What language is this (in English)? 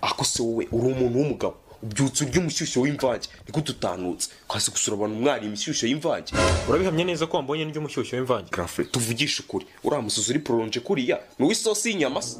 Kinyarwanda